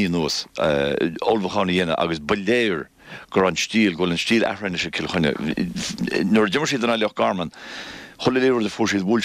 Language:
Irish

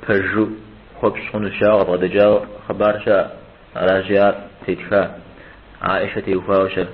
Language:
Kabardian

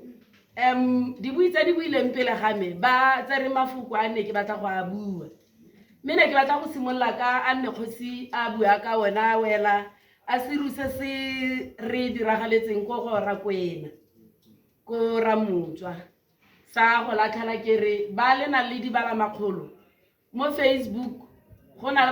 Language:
Tswana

